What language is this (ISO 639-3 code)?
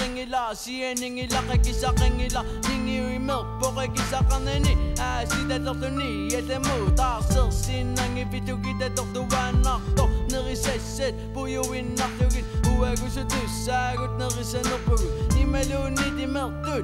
kal